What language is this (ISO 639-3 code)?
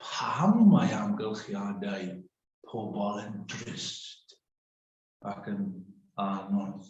cym